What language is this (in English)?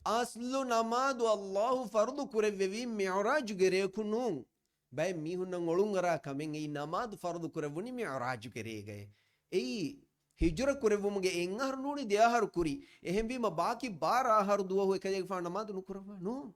Divehi